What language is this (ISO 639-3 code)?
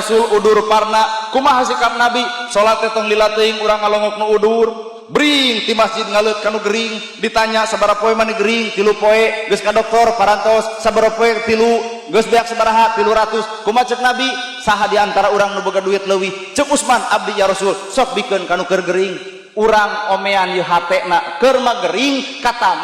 sun